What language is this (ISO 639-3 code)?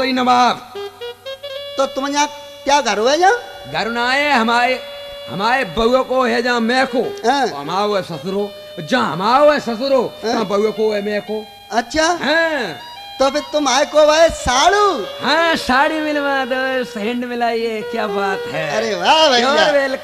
bgc